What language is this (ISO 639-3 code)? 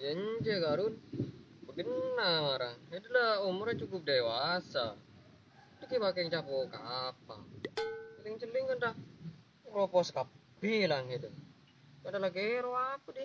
mad